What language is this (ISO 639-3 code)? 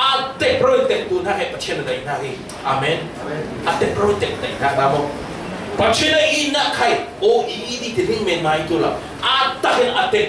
cfm